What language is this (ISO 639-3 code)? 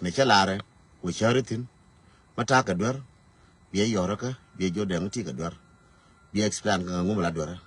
nus